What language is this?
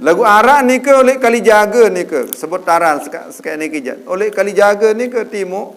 Sasak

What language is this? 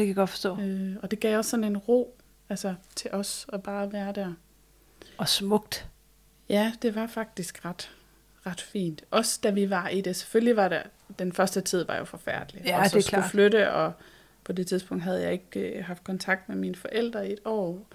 Danish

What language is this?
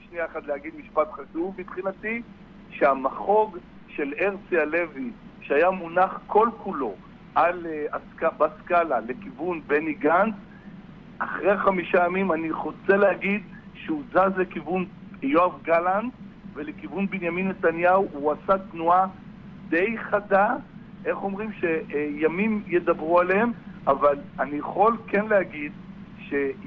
Hebrew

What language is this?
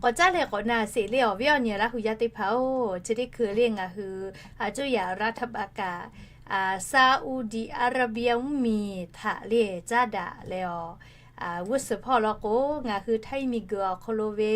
Lahu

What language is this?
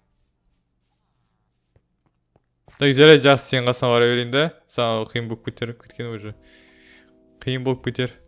Kazakh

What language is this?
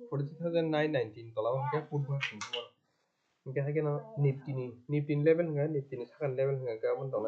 Kok Borok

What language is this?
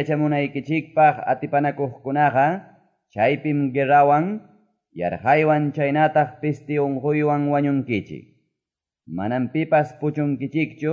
Quechua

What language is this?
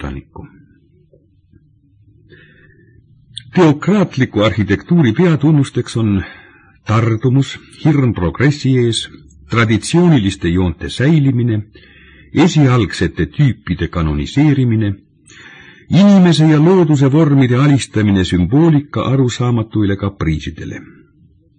Estonian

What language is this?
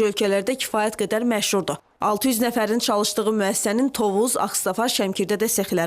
Azerbaijani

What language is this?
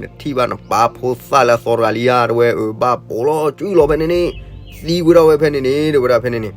S'gaw Karen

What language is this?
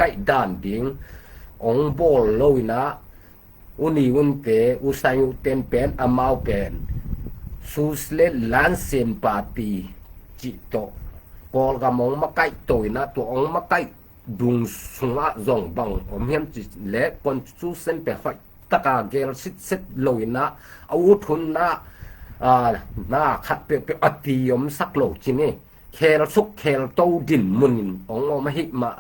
Tedim Chin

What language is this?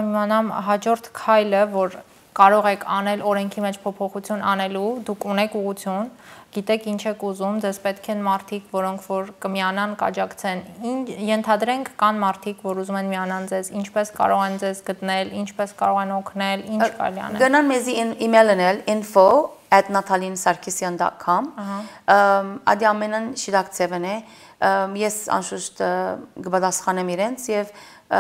Armenian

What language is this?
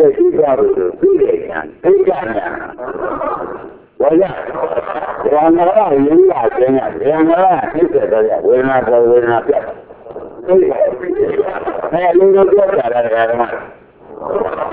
Burmese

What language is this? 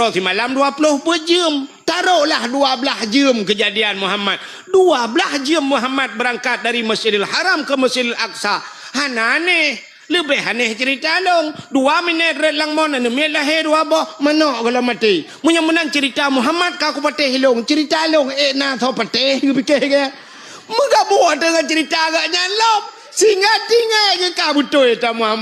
Achinese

